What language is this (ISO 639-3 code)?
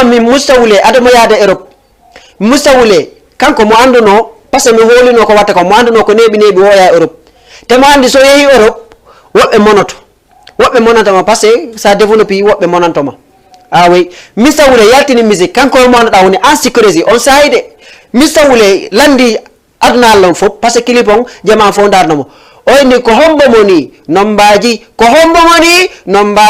ful